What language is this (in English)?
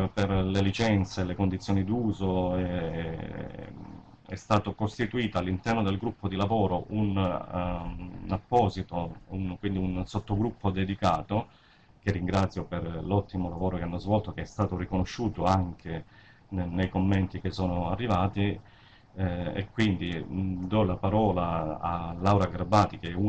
Italian